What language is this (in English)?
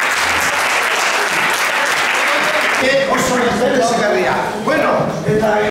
Basque